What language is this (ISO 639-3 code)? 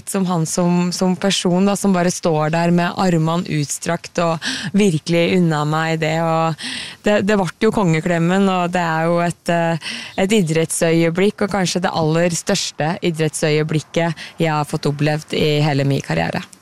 nor